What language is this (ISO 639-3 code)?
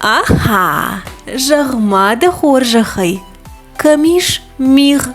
oss